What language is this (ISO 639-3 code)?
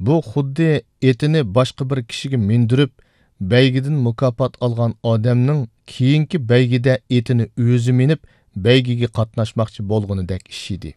uig